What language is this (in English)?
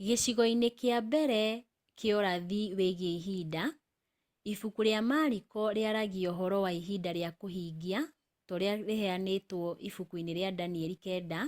Kikuyu